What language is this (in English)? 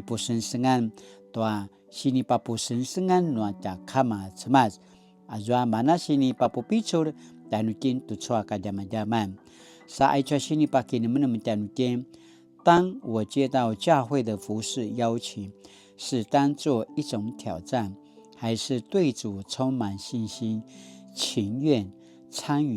Paiwan